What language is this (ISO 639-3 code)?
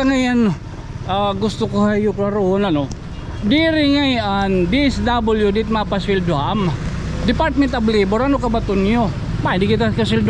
war